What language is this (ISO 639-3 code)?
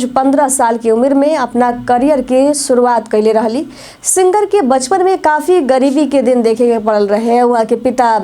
bho